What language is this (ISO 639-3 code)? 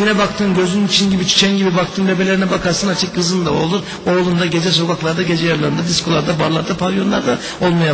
tur